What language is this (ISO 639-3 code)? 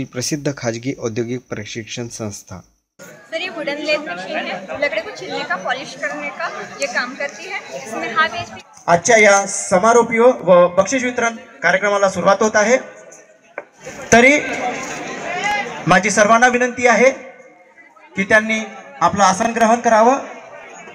mar